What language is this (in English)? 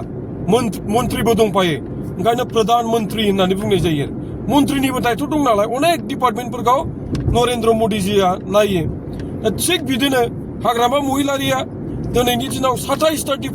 Bodo